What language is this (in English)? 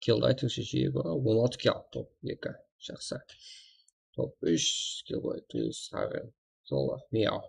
Kara-Kalpak